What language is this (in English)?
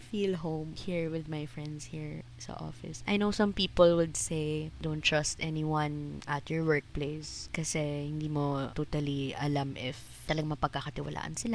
Filipino